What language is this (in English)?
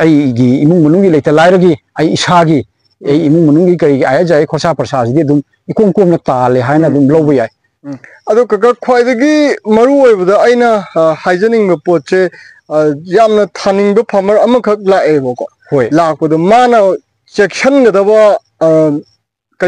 Manipuri